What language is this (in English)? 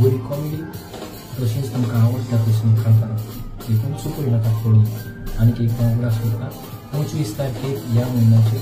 Konkani